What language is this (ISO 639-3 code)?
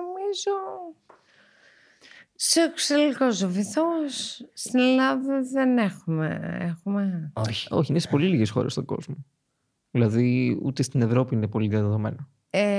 ell